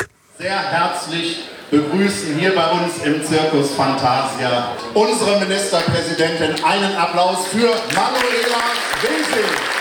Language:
Dutch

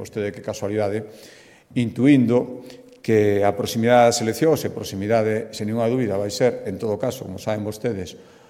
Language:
Galician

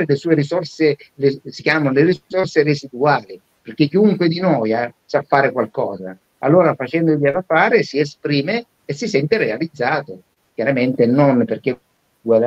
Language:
Italian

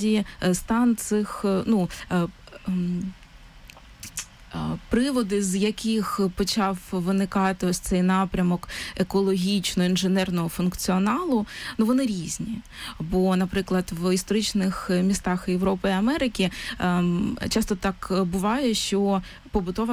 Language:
Ukrainian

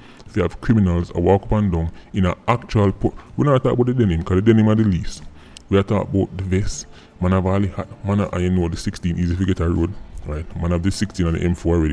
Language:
Jamaican Creole English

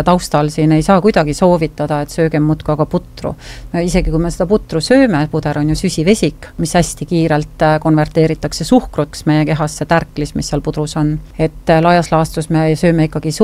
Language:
Estonian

